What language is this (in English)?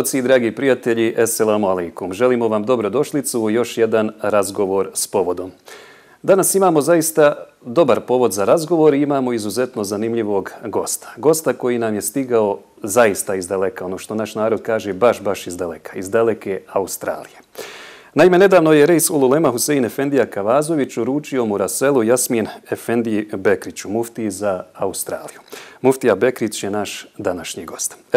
Bosnian